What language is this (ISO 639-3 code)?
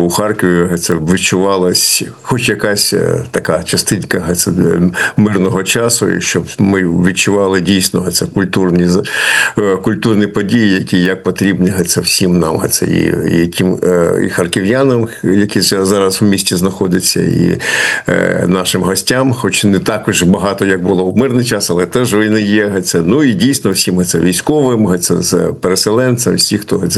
ukr